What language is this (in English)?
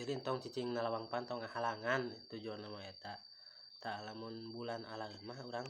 Sundanese